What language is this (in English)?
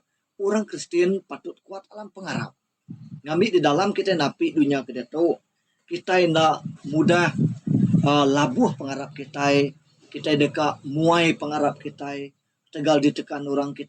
Iban